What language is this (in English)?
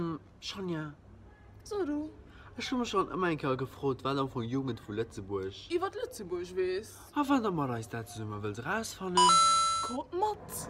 Luxembourgish